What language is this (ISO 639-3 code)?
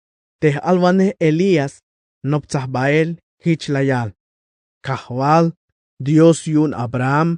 tzh